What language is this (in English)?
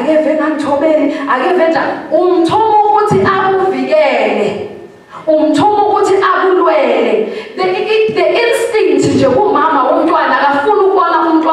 Zulu